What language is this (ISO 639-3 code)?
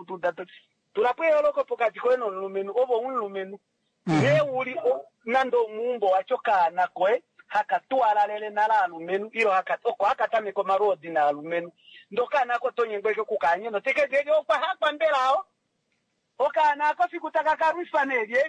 kua